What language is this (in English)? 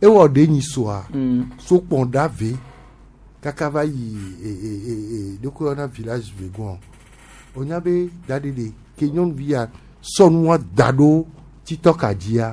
Gen